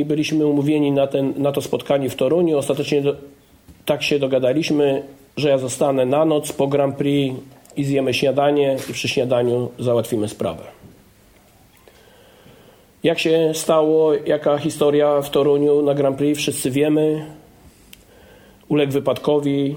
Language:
Polish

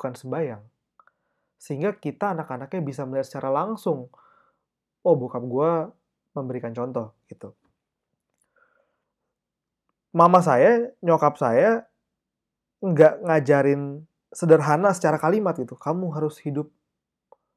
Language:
Indonesian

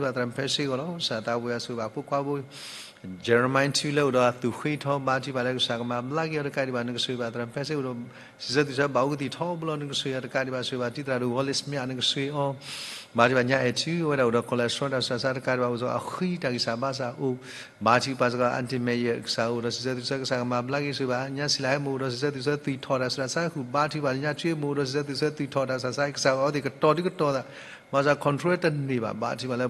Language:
S'gaw Karen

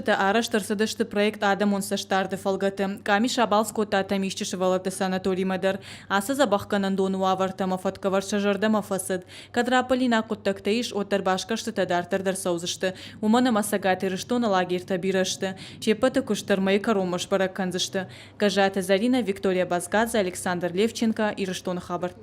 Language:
Ossetic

